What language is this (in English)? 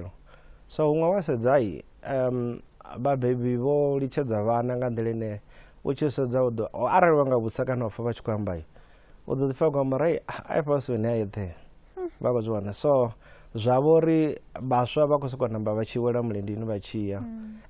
Venda